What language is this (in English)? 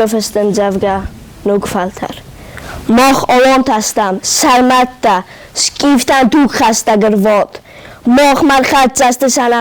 Ossetic